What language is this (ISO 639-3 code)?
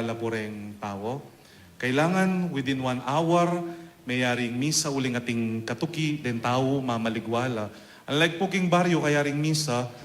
pam